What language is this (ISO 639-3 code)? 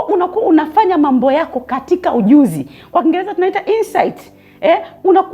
swa